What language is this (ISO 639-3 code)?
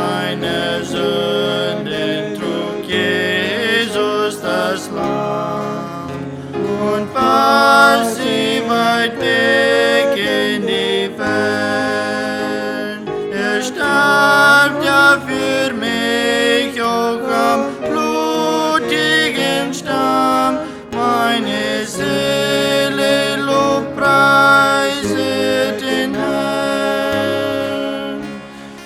pdt